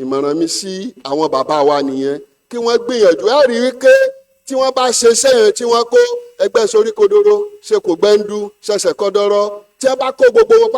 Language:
Yoruba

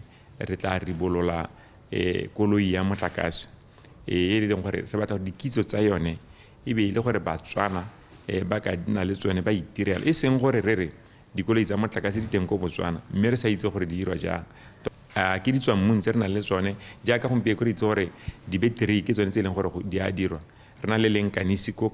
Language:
Tswana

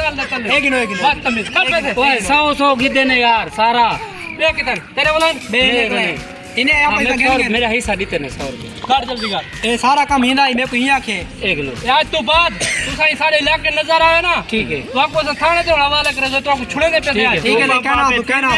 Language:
Saraiki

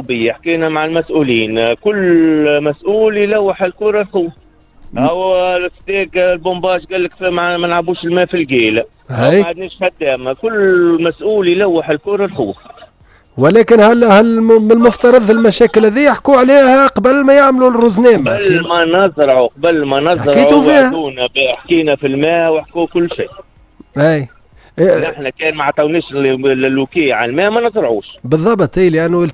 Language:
Tunisian Arabic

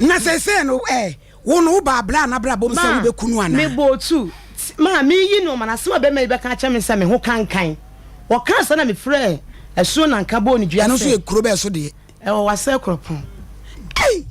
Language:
Akan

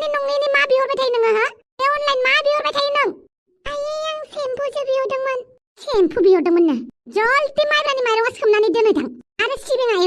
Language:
Bodo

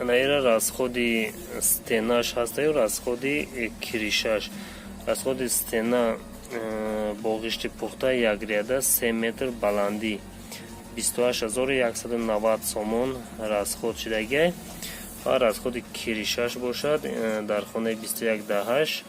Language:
Tajik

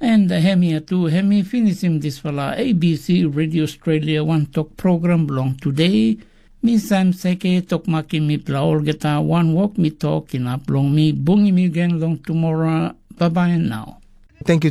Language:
Tok Pisin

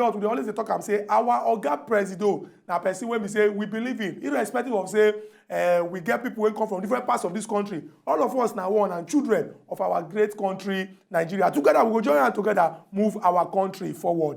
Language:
Nigerian Pidgin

